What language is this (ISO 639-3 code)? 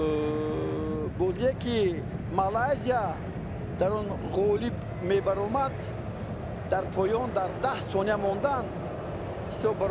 tgk